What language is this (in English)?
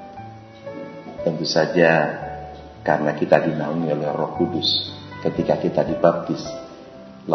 Indonesian